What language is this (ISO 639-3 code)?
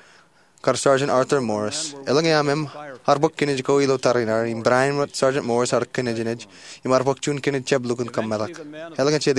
mah